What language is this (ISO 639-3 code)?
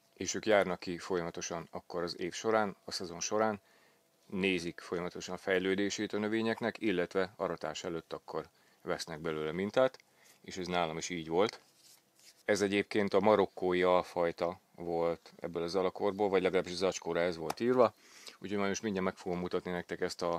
hun